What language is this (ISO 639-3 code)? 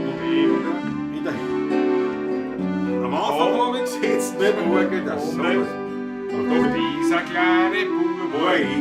bar